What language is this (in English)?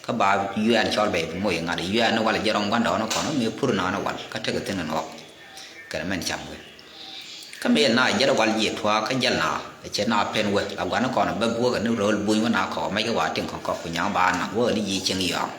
Nuer